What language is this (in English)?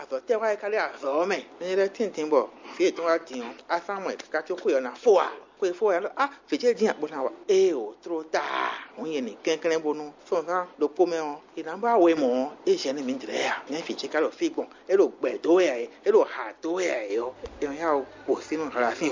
Fon